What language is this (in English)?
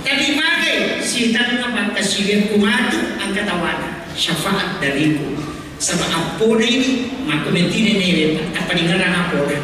Buginese